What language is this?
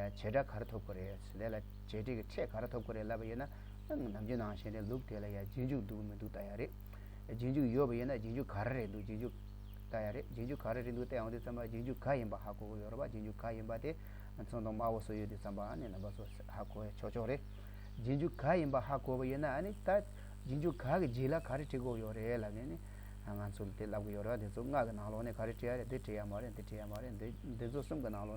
Tibetan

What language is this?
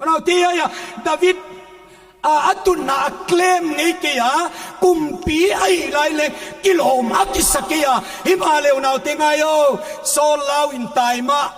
Paite Chin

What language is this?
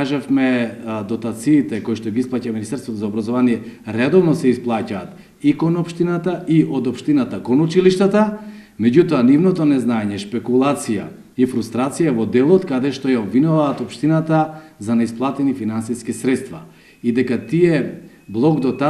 Macedonian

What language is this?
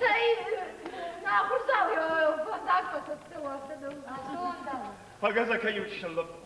Ossetic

